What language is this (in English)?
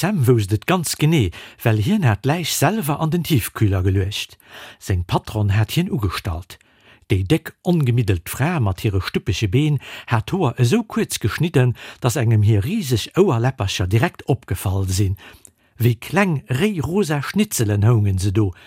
Luxembourgish